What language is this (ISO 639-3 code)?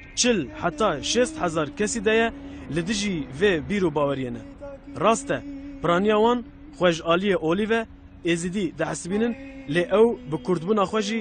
kur